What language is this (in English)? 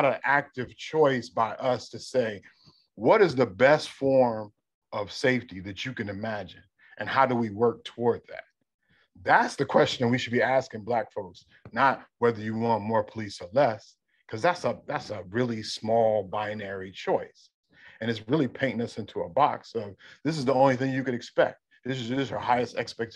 English